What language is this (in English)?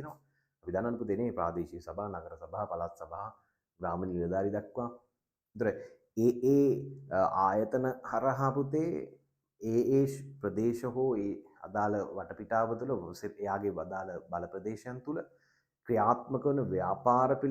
Sinhala